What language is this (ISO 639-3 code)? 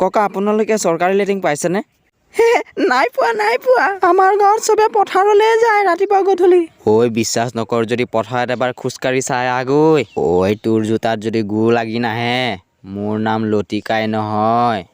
asm